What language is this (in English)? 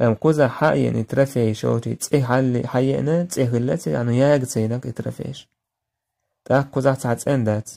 Chechen